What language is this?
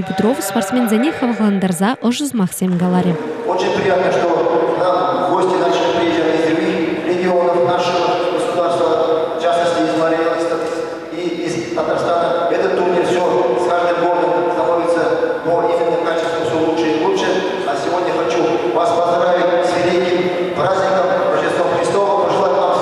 Chuvash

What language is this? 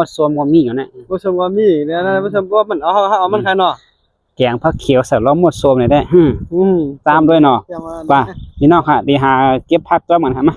Shan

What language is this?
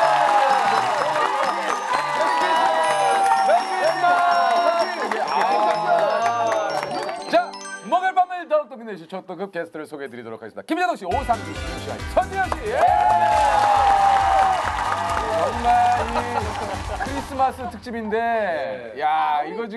Korean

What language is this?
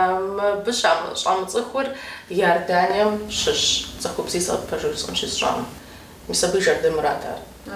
Kabardian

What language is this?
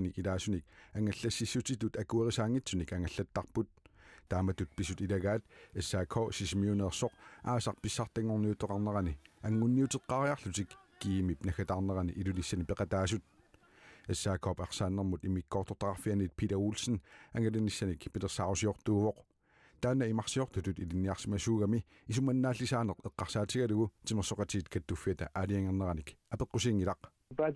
Kalaallisut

